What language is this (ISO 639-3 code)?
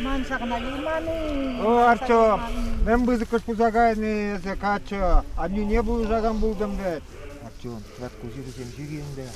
chv